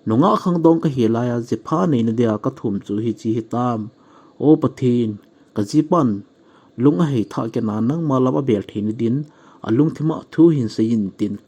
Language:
Thado Chin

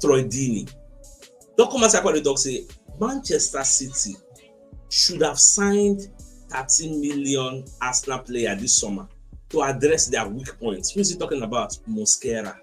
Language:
Nigerian Pidgin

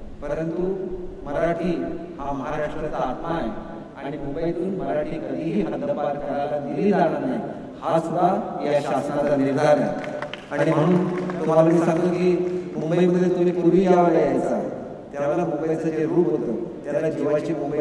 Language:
Marathi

